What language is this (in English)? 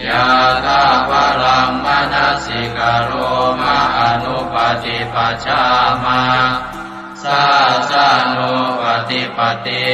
Pali